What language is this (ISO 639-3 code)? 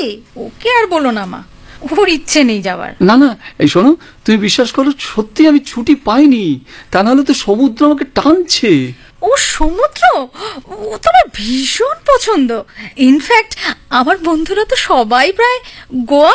ben